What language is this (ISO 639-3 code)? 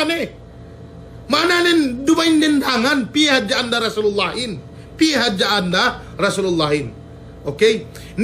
yka